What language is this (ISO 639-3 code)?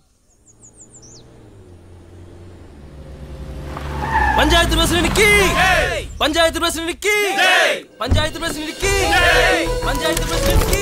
mal